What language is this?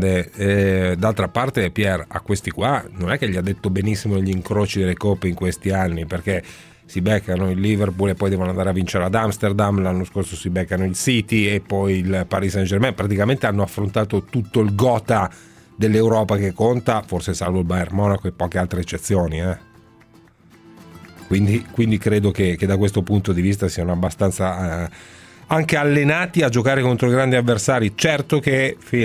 Italian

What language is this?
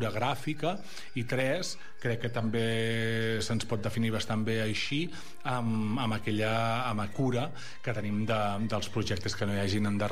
Catalan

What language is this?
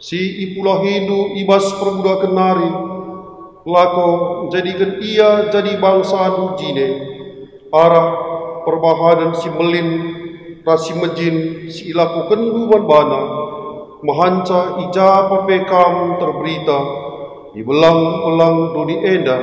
Batak Karo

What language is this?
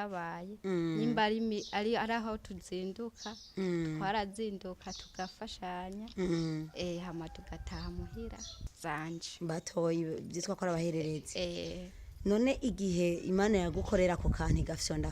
Rundi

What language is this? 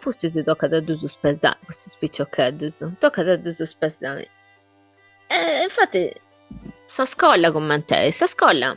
Sardinian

